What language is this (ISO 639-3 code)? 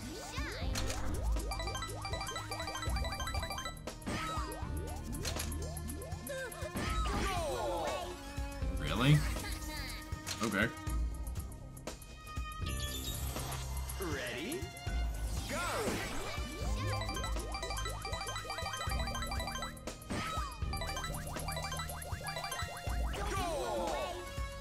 eng